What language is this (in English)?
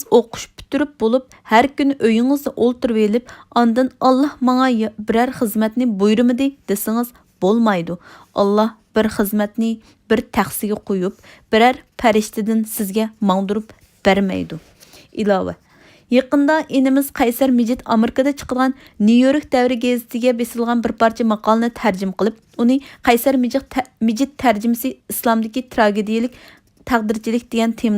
Uyghur